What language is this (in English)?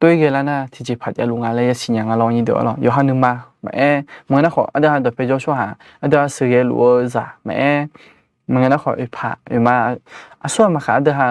Akha